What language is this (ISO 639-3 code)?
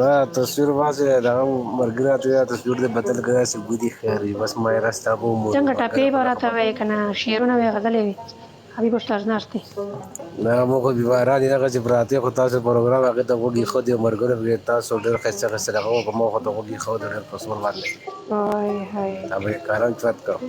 pus